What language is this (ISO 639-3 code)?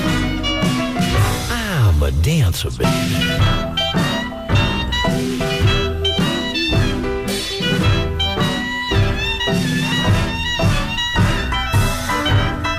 eng